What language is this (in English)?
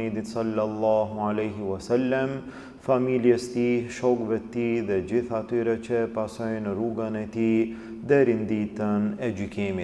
Albanian